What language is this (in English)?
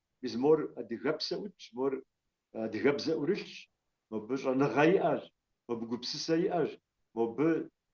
Kabardian